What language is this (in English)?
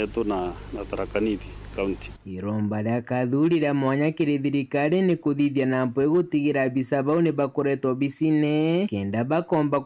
Meru